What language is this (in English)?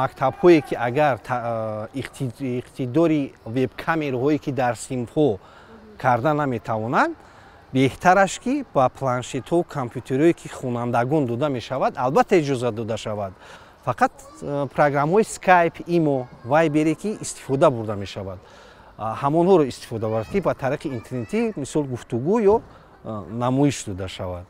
Tajik